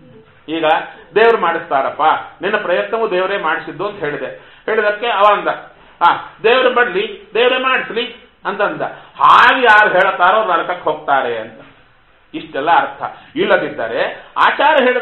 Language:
Kannada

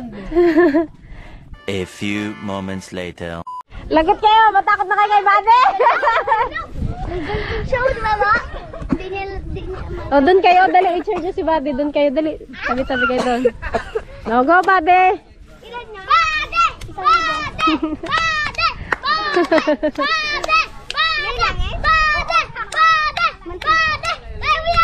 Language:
Filipino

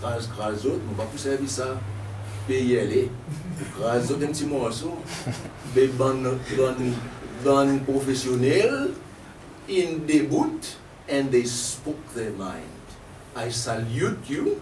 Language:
Seselwa Creole French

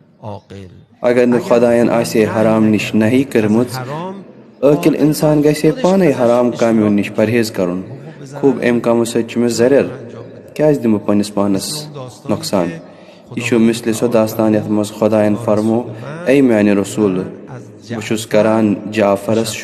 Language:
Kashmiri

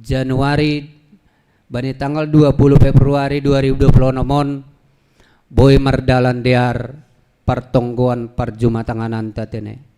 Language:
Batak Simalungun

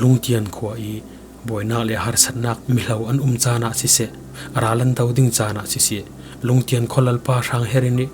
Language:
Falam Chin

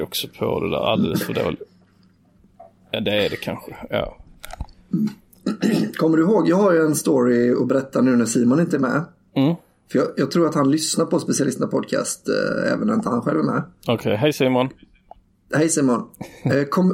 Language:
Swedish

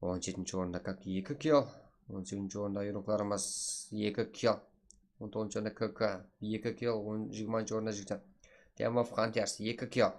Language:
Kara-Kalpak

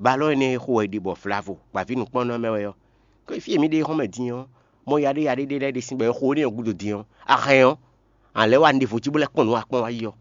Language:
Fon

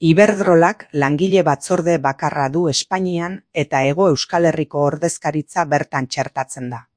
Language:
Basque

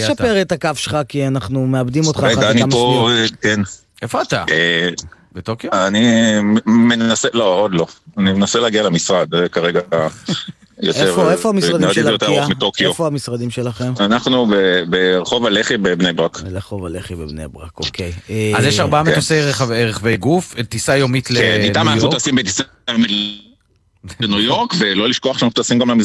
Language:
Hebrew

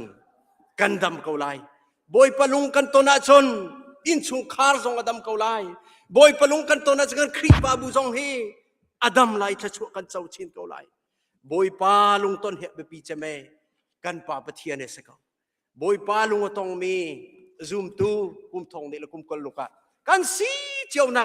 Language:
Hakha Chin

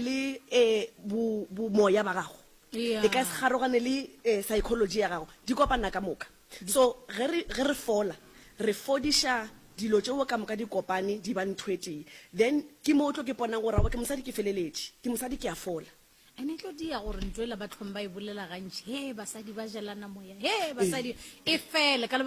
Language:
Northern Sotho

